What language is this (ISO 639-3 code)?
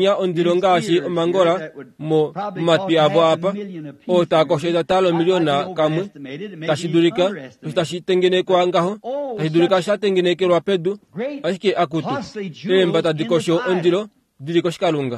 kua